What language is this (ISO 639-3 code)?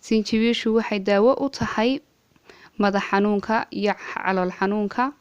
som